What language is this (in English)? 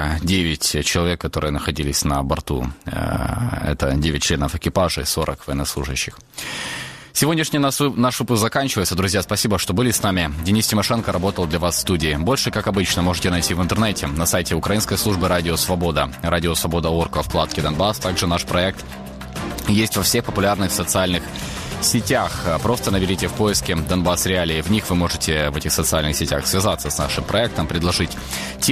Russian